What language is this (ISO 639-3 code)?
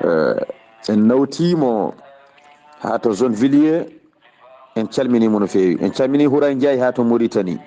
ful